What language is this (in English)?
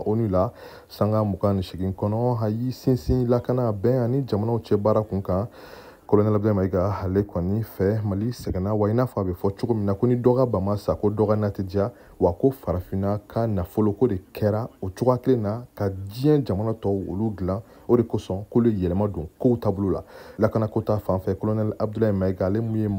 Bambara